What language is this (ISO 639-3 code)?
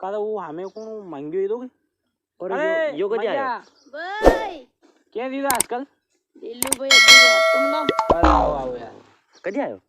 raj